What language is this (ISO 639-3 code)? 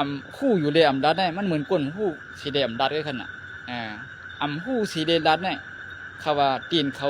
shn